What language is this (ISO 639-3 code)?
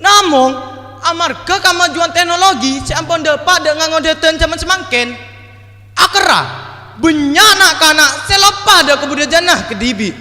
mad